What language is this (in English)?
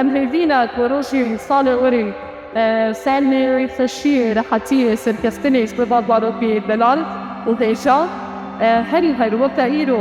Kurdish